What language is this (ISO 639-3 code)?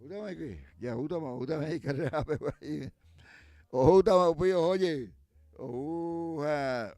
grn